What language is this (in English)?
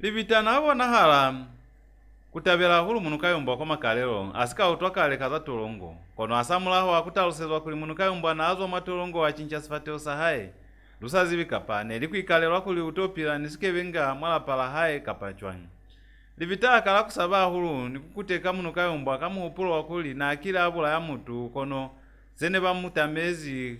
Lozi